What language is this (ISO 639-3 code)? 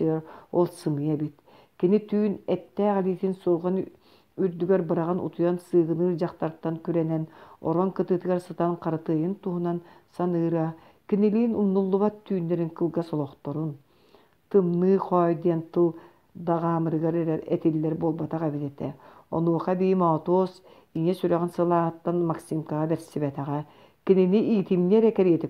sah